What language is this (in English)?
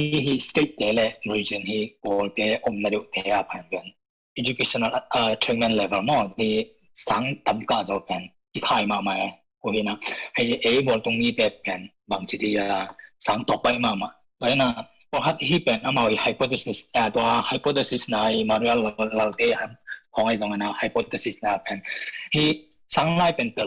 Tedim Chin